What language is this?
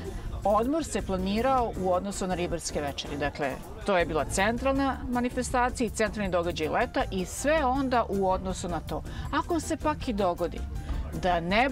Serbian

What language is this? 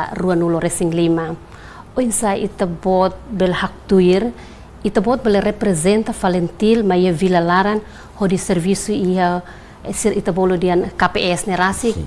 Tetum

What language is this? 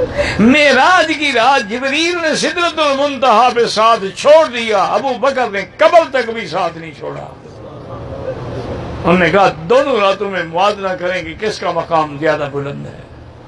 Urdu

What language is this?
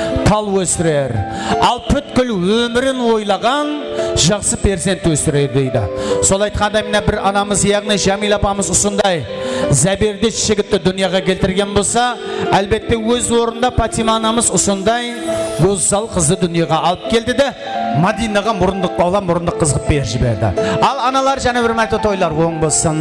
Kara-Kalpak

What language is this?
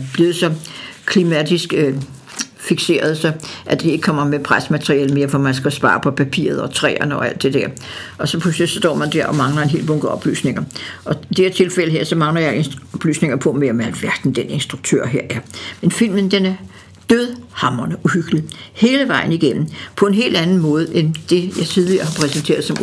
Danish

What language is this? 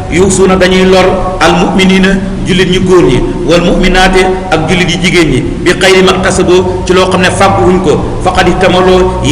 Wolof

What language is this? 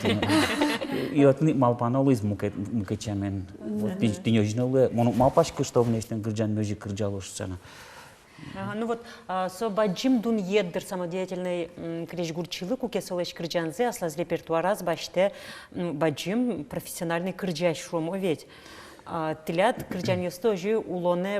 Udmurt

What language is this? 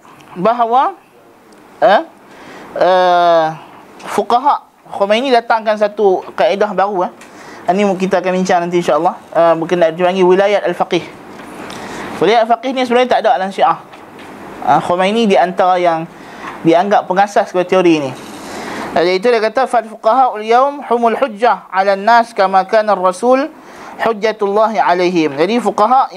Malay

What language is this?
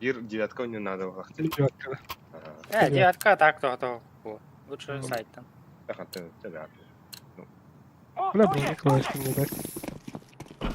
Yakut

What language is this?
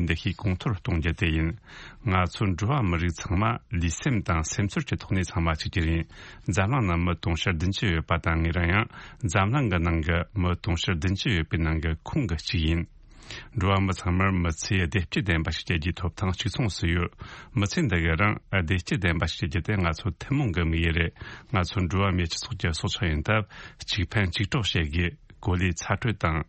Tibetan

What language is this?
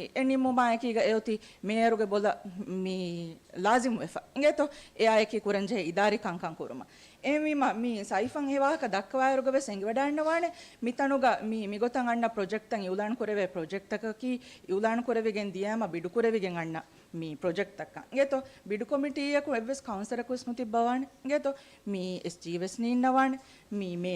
Divehi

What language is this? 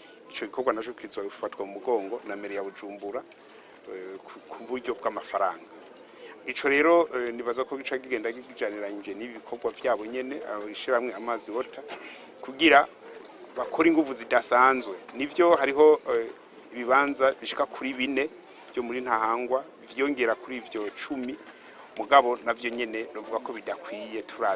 Rundi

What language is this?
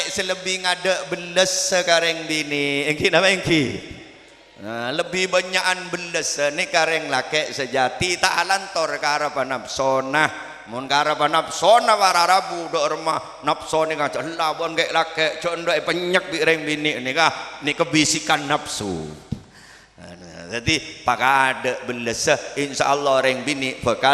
Madurese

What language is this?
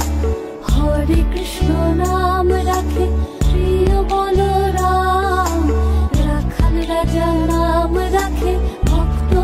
Bangla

